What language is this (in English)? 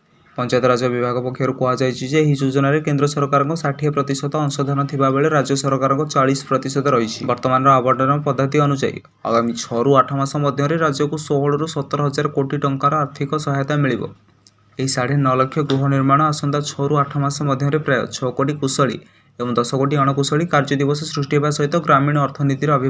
Odia